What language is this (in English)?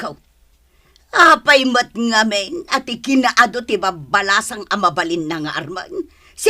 Iloko